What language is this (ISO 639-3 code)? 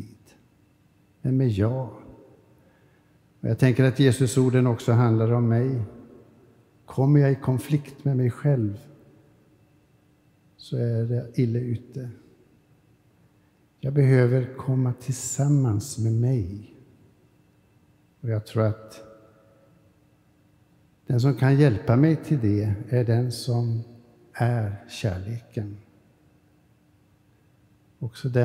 swe